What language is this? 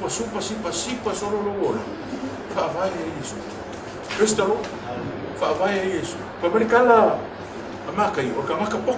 Samoan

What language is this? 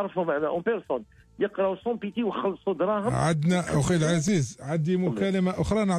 Algerian Arabic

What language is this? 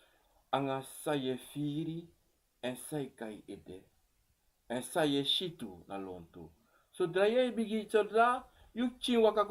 Sranan Tongo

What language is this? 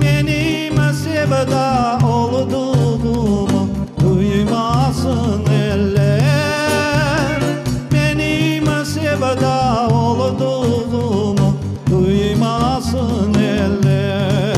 Crimean Tatar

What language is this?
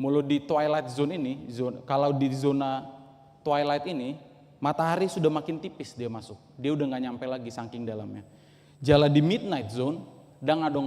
Batak Toba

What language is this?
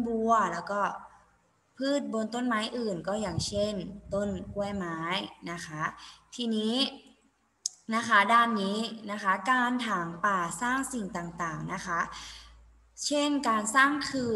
Thai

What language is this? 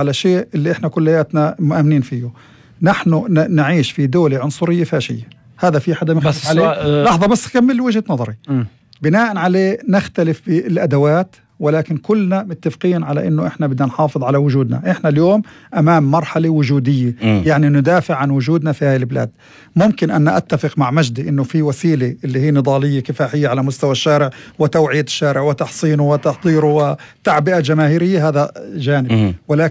North Levantine Arabic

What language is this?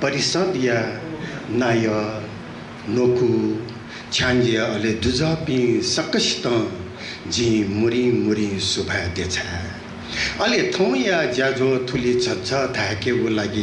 Newari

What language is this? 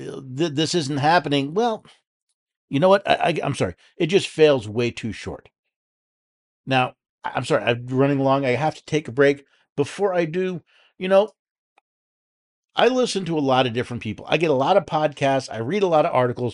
English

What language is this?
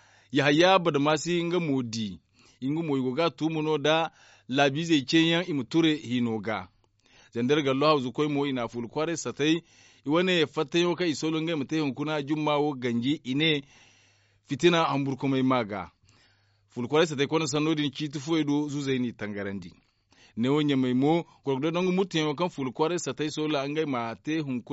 Zarma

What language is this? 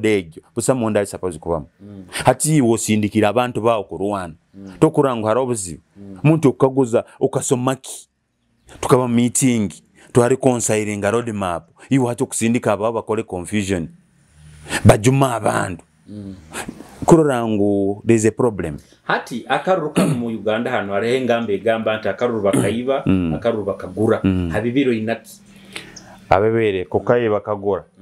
Nyoro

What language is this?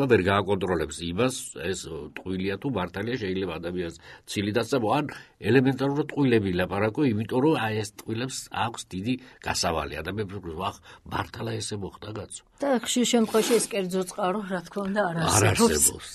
Georgian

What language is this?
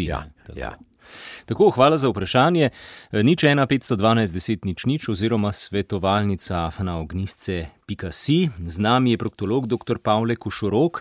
Slovenian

